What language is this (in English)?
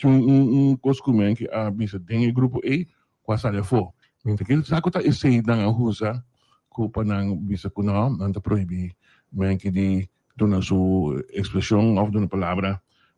Papiamento